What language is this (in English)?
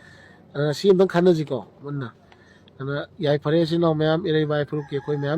Manipuri